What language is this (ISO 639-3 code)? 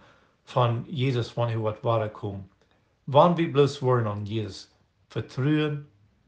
pdt